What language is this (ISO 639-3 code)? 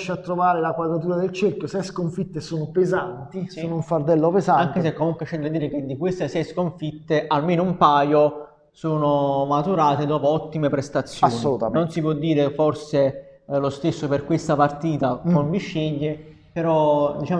ita